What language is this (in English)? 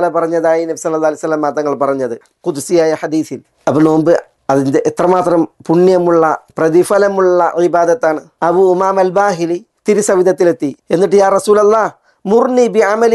Malayalam